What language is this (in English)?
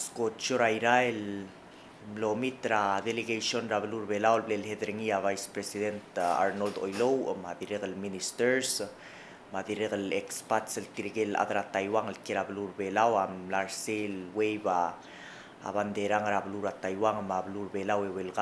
Palauan